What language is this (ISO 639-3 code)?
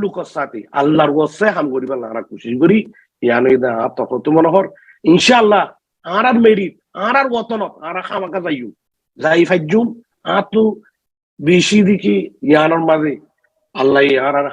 rhg